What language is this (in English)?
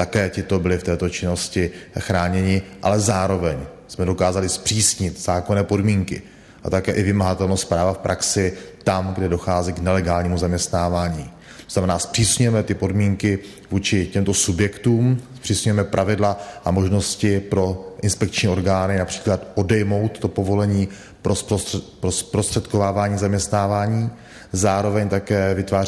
Czech